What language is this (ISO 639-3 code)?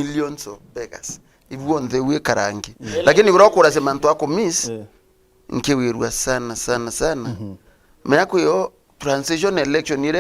mer